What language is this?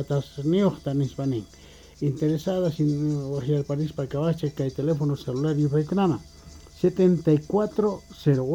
Quechua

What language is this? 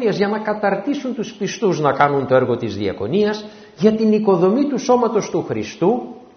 Greek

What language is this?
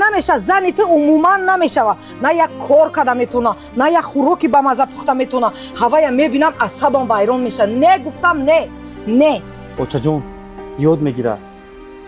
Tajik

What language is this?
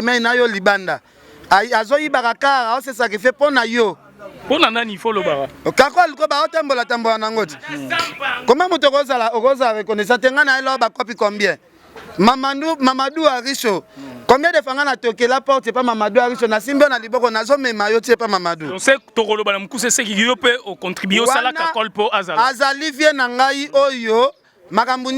Lingala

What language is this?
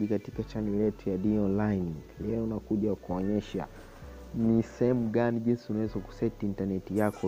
Swahili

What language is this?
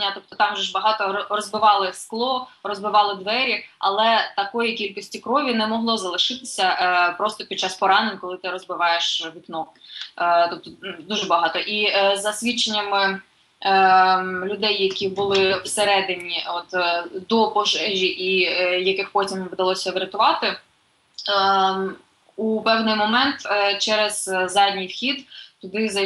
Ukrainian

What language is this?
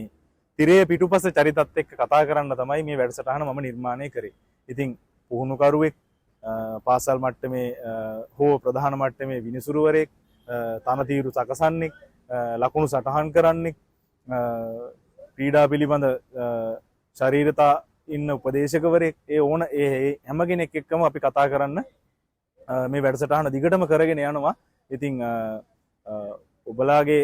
Sinhala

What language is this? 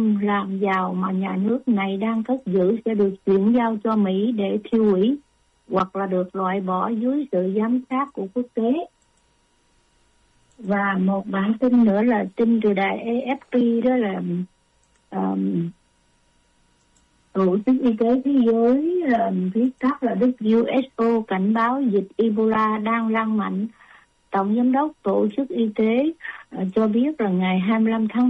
Vietnamese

